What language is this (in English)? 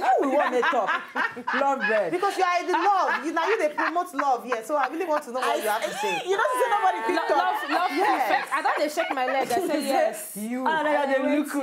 Nigerian Pidgin